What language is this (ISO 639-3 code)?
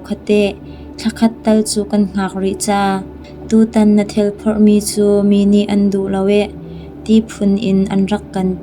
cnh